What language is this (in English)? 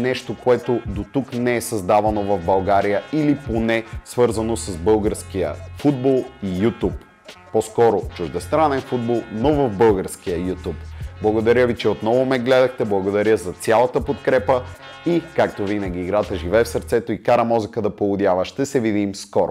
Bulgarian